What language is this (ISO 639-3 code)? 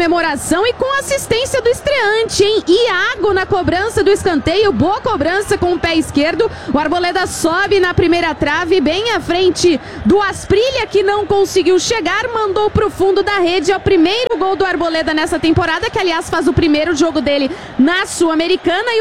por